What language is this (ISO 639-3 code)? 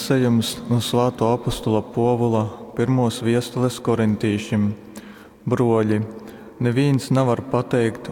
ltg